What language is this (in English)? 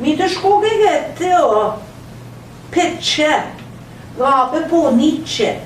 Central Ojibwa